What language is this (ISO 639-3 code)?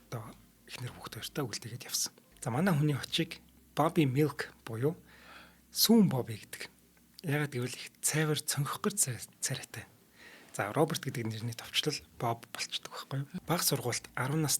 mon